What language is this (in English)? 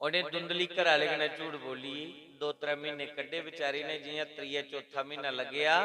Dogri